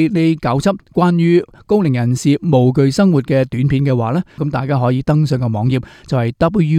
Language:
Cantonese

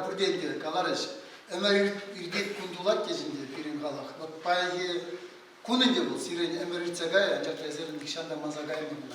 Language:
Chuvash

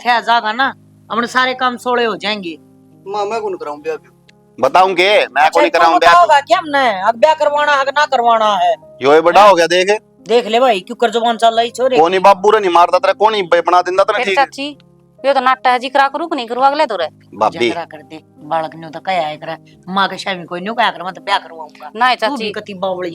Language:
Haryanvi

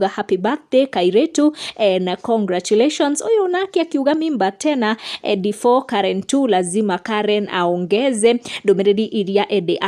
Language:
Kikuyu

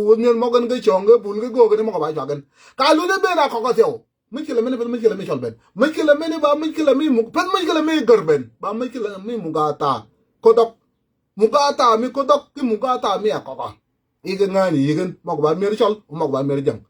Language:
Nuer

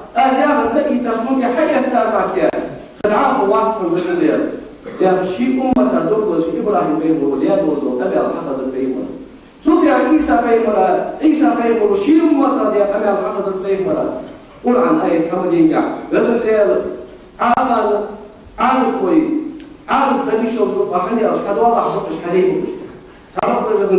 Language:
Ingush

